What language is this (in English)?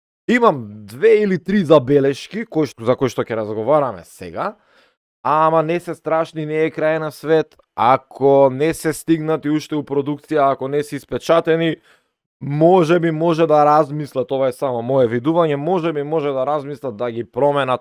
Macedonian